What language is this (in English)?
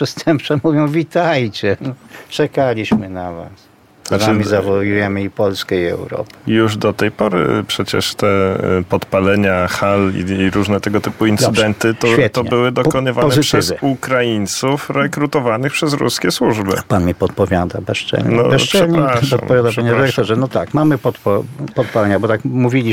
Polish